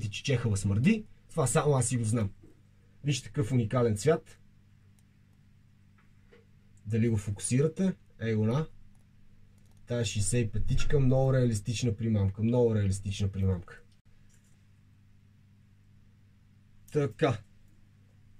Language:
Bulgarian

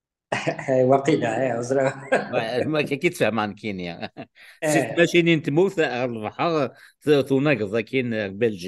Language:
Kabyle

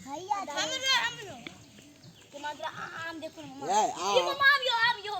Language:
Maithili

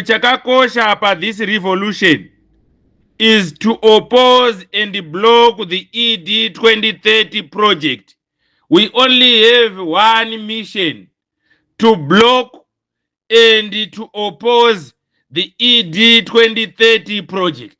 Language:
Shona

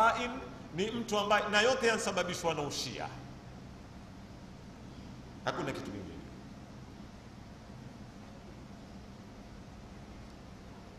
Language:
Swahili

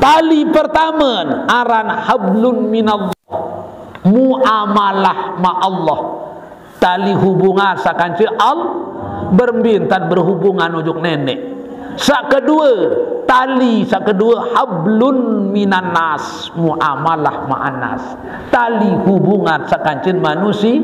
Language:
Sasak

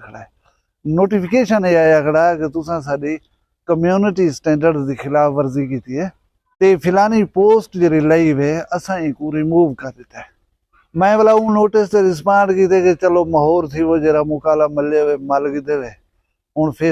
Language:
Saraiki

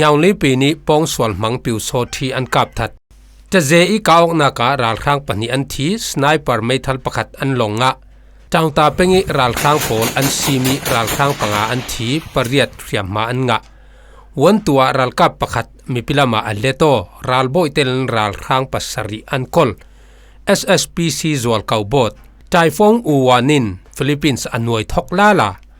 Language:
Falam Chin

